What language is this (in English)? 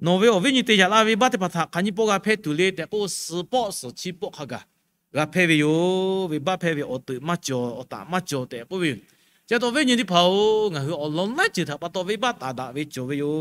Lahu